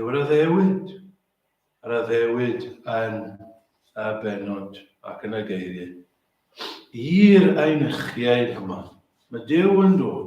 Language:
Welsh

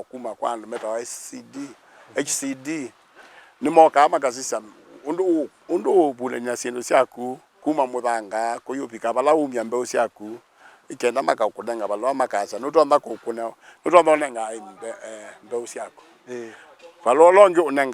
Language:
Kamba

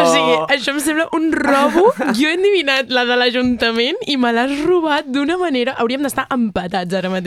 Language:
Catalan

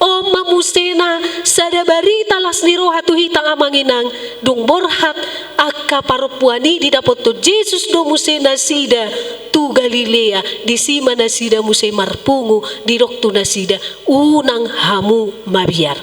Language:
Batak Toba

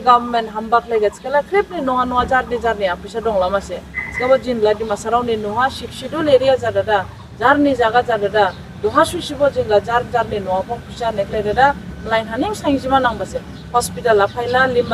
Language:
Dimasa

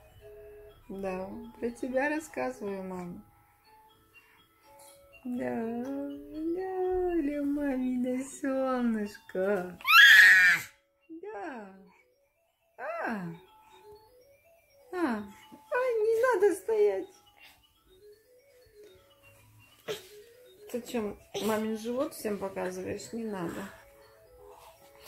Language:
Russian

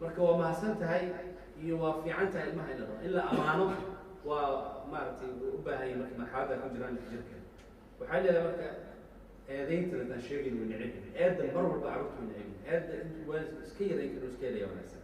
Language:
Somali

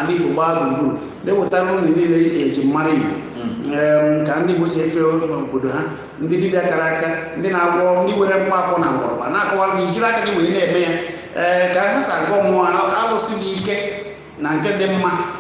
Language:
Igbo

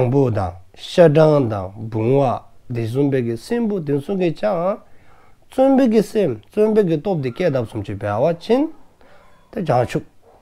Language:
Dzongkha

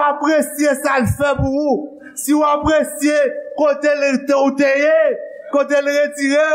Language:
Haitian Creole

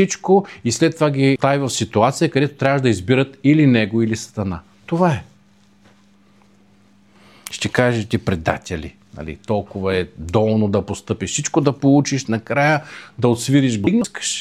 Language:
Bulgarian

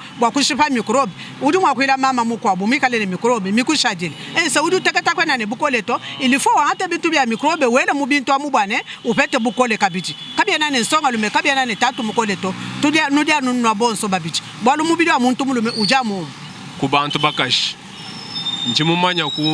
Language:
Luba-Lulua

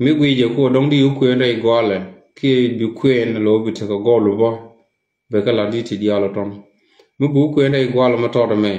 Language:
Nuer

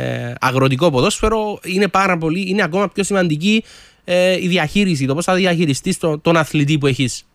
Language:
Greek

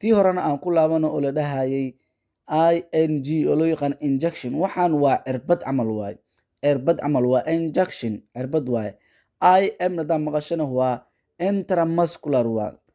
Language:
Somali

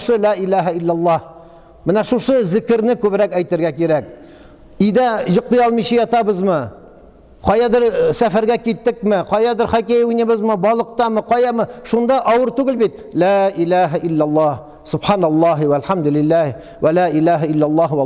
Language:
Tatar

